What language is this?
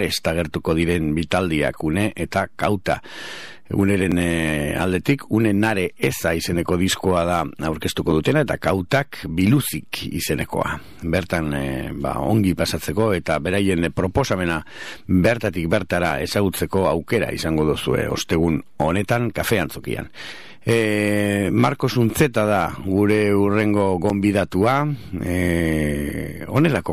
Basque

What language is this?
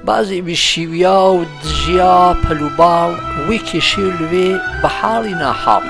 Gurani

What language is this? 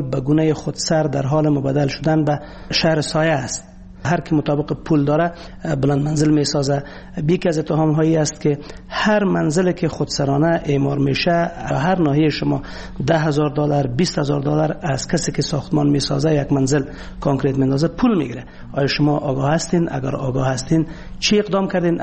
Persian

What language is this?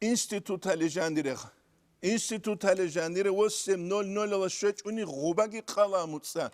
Avaric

